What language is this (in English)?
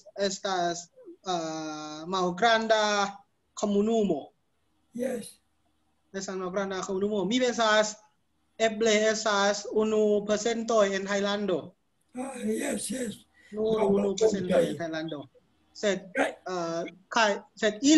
Esperanto